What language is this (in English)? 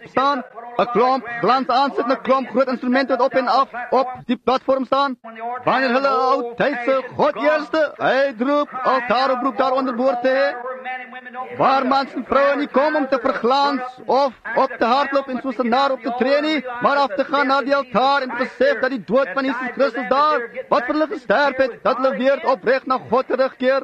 Afrikaans